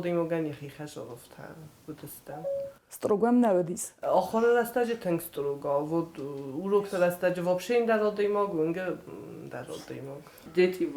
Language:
Ossetic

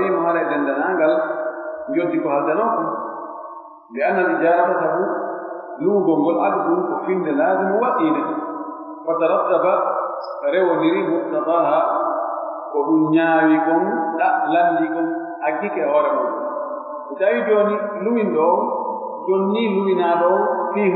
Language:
Pular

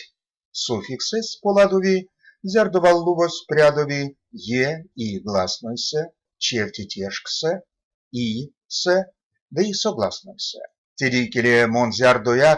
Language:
Erzya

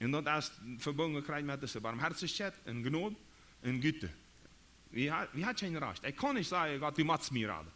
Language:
Plautdietsch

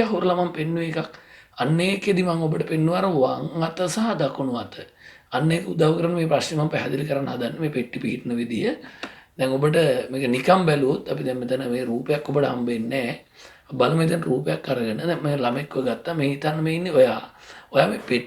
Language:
Sinhala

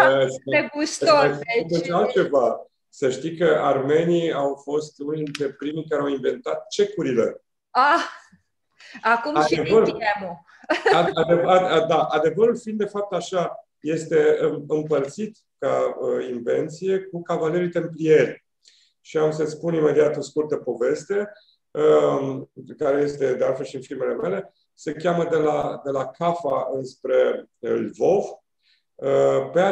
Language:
Romanian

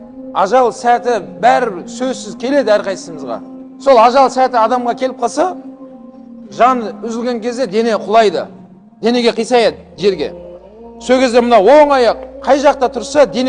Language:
Kazakh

